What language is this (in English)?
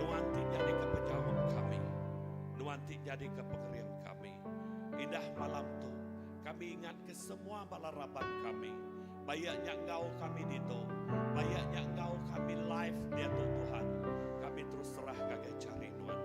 Iban